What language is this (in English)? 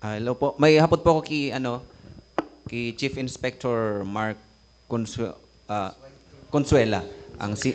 Bikol